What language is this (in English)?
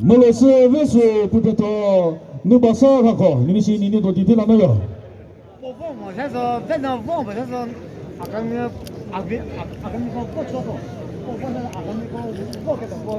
Chokri Naga